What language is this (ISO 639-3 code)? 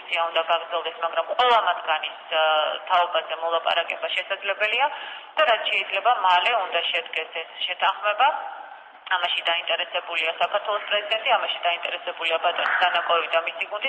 kat